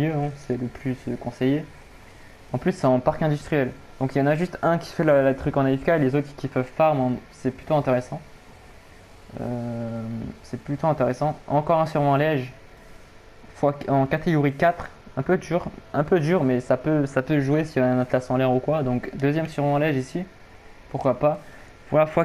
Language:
French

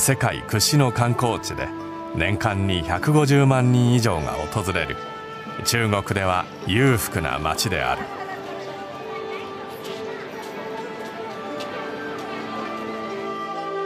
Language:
Japanese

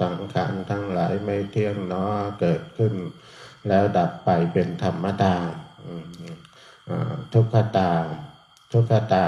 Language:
Northeastern Thai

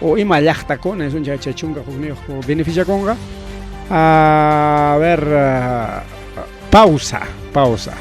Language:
Ayacucho Quechua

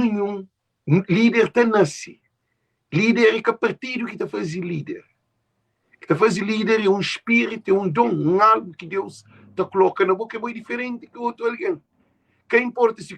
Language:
Kabuverdianu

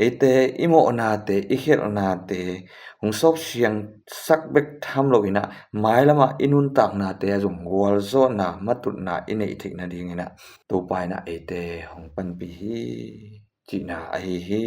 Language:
Tedim Chin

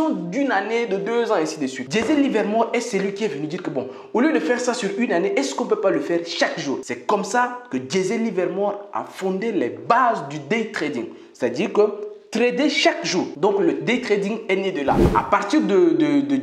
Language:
French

